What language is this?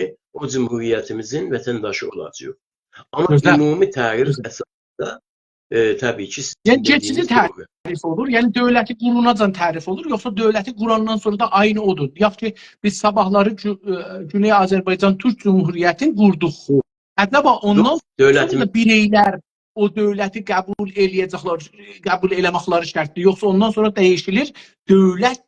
South Azerbaijani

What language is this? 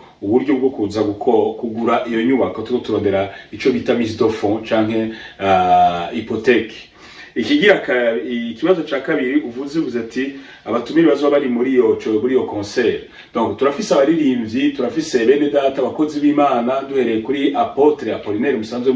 Rundi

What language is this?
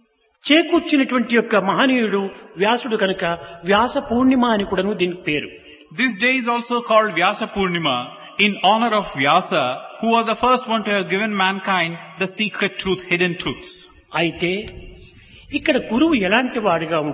Telugu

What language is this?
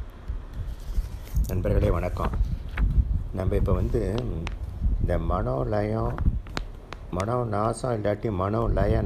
Tamil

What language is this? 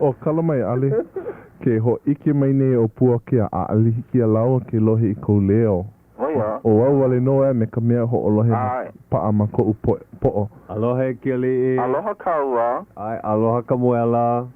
Hawaiian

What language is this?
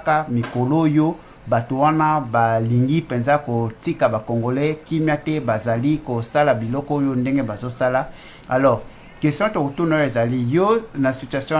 Lingala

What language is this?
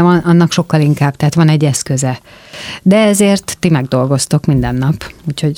Hungarian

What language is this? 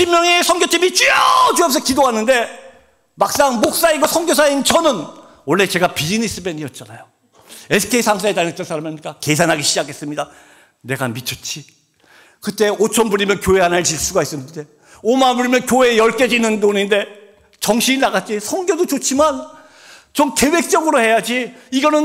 Korean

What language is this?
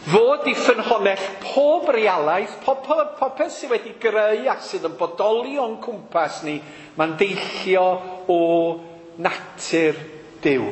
Welsh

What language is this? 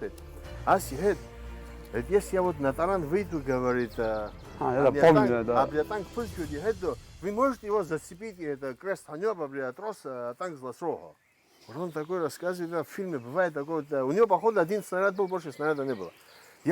Abkhazian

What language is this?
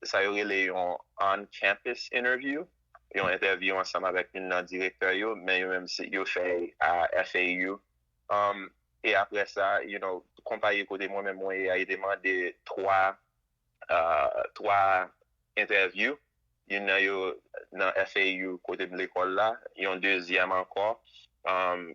Haitian Creole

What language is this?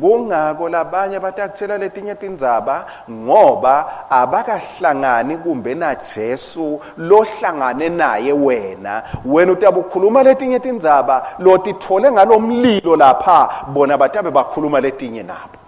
Swati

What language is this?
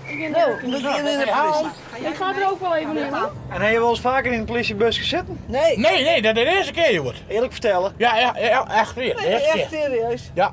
Western Frisian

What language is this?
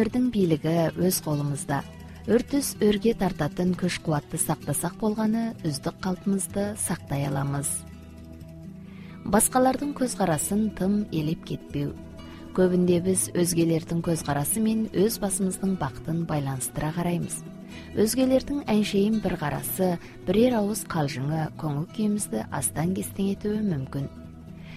Kazakh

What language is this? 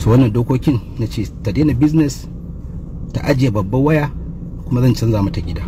Hausa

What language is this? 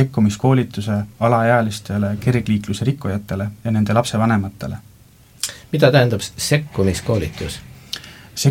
Estonian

